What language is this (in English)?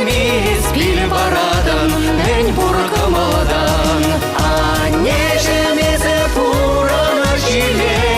Chuvash